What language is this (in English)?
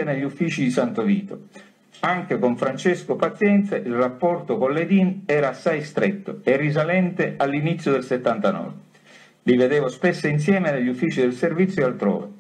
Italian